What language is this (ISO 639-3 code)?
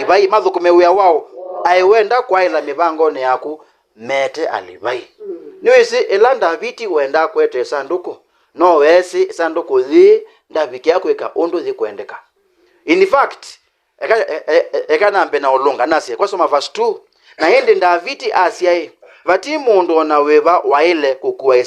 kam